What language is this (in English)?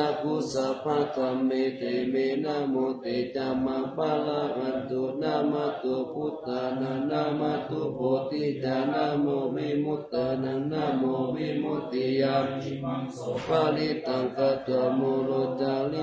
Pali